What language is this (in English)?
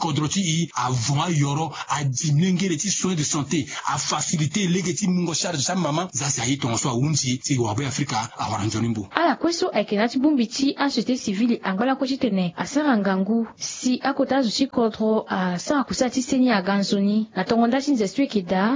Sango